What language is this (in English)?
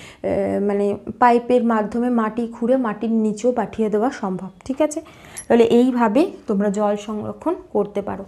Bangla